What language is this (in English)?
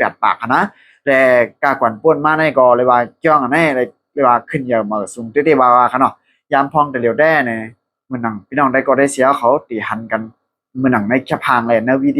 Shan